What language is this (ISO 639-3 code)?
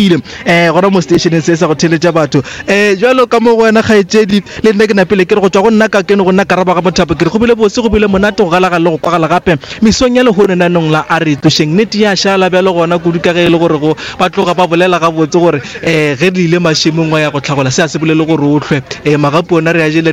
nso